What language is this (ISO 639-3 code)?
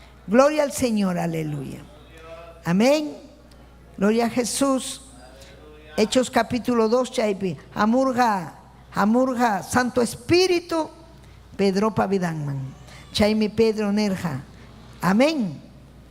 quy